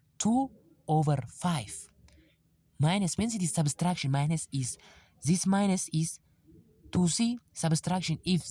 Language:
English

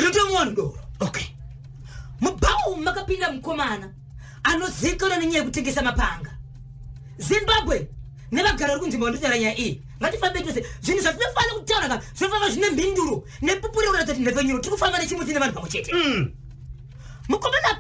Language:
Shona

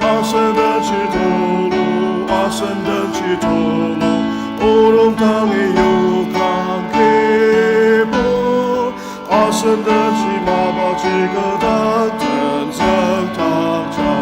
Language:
Ao Naga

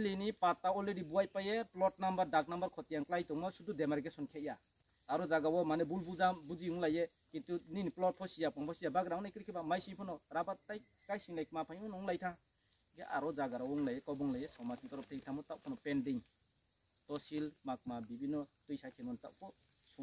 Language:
Riang (India)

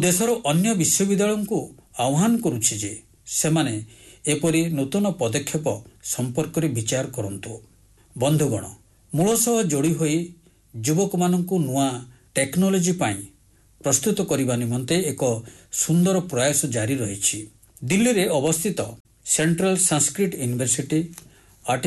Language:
Odia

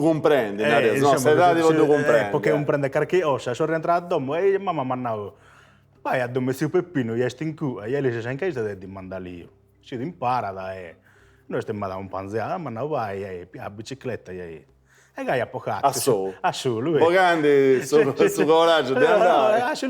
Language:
Sardinian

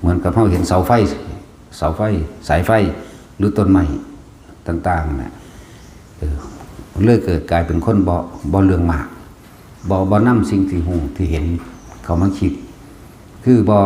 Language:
Northeastern Thai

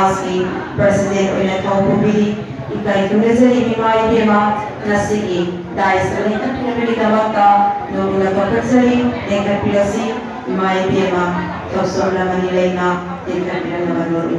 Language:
Manipuri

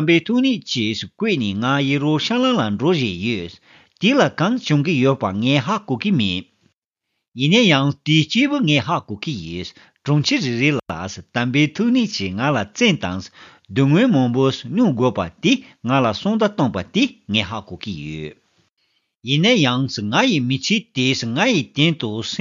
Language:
Tibetan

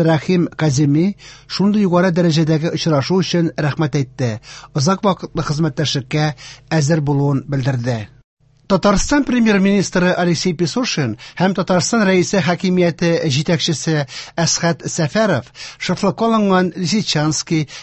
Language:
Tatar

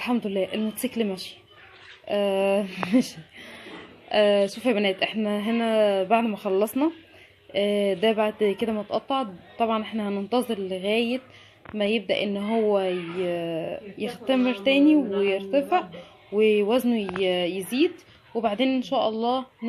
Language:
Egyptian Arabic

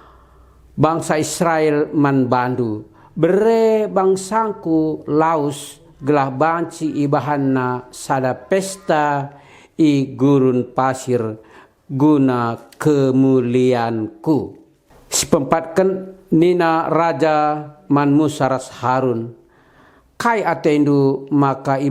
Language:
Batak Karo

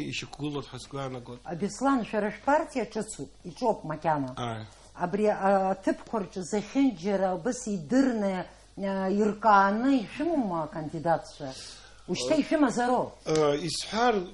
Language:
Abkhazian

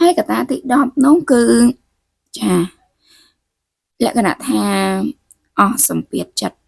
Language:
Khmer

